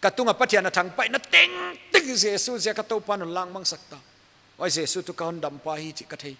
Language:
Paite Chin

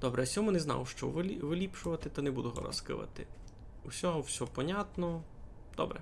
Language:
Rusyn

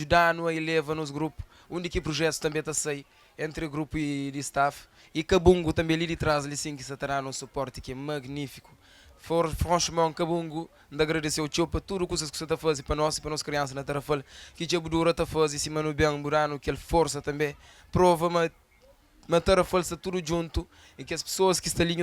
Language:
Kabuverdianu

